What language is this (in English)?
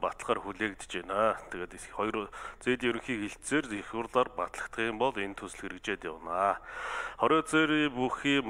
Mongolian